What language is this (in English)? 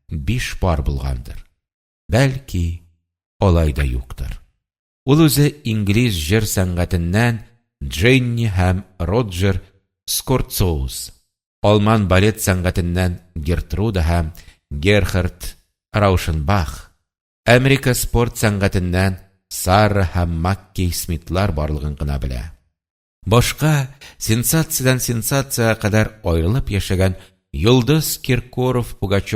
Tatar